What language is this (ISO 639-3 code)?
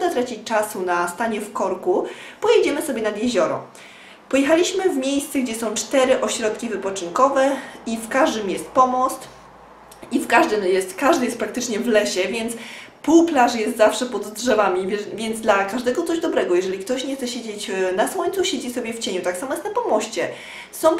pol